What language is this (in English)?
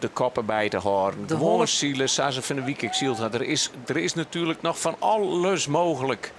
Western Frisian